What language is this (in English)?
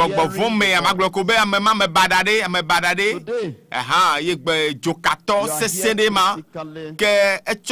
Ewe